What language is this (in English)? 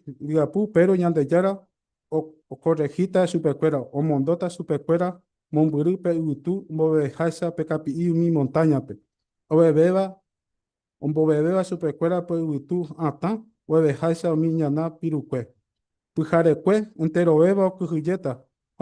Guarani